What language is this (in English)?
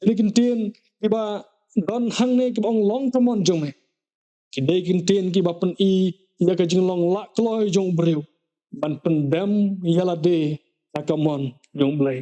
Khasi